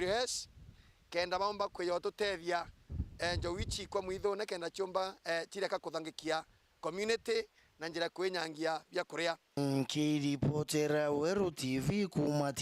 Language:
Meru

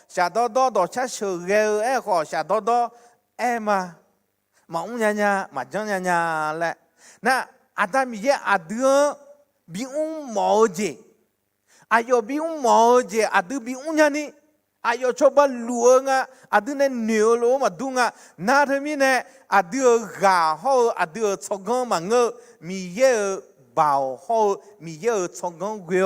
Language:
Akha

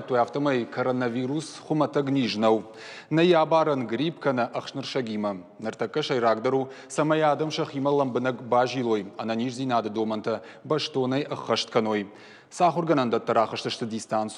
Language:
Ossetic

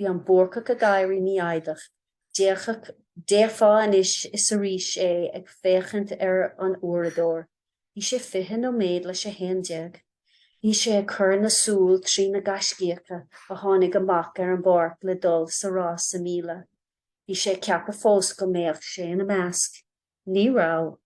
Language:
Irish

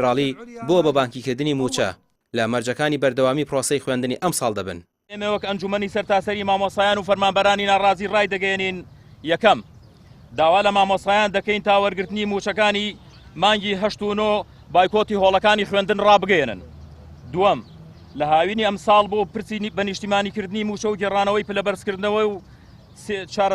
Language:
Central Kurdish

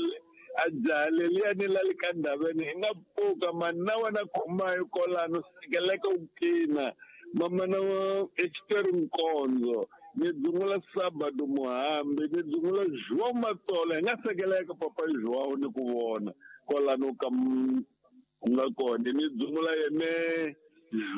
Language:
Tsonga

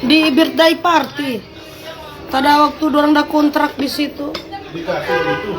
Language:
Manado Malay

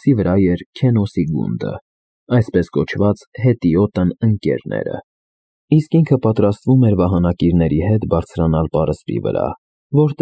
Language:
Armenian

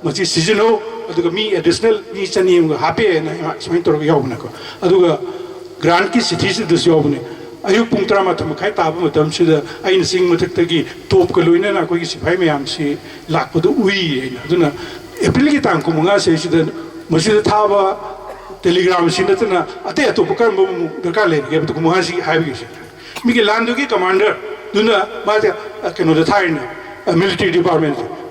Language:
Manipuri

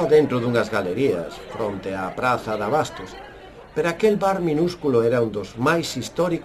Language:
Galician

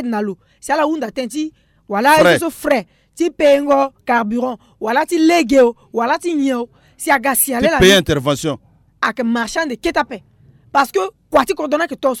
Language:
Sango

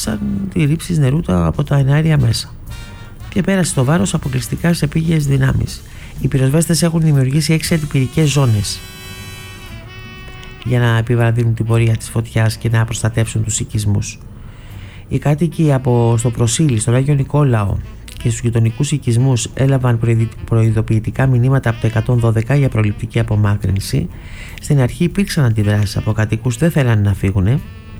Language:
Greek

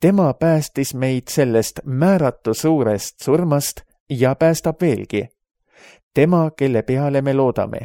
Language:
Estonian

